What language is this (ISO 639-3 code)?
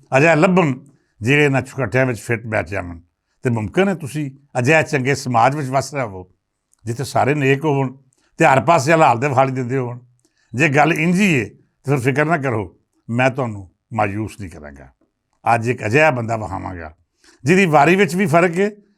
lah